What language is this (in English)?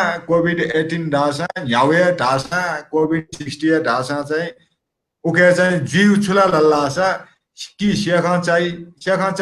Newari